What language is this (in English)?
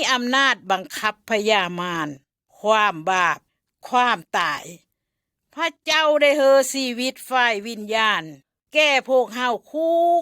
Lao